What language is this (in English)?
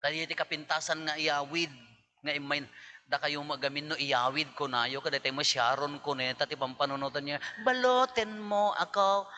Iloko